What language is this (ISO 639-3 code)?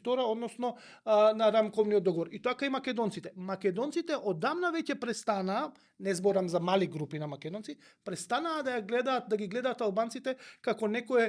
mkd